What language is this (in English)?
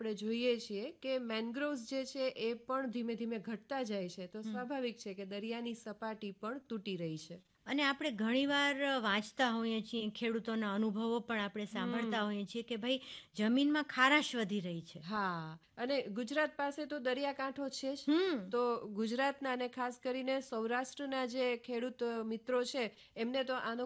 Gujarati